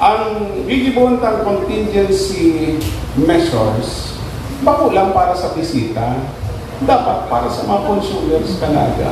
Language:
Bikol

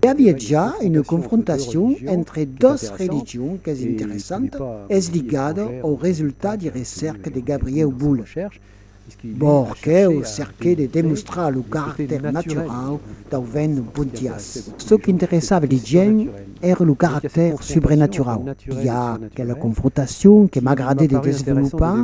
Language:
Occitan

